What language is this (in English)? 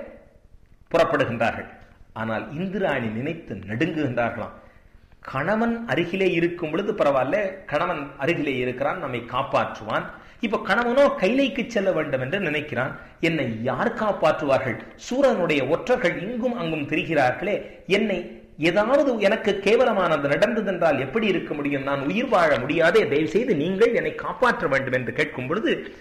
Tamil